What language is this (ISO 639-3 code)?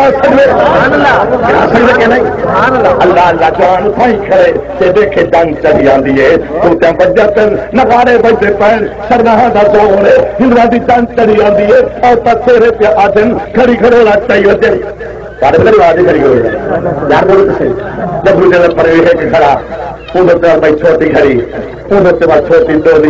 skr